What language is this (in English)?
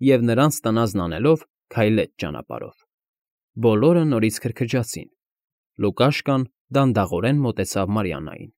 Armenian